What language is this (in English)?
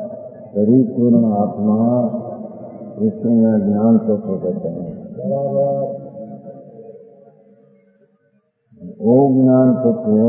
Hindi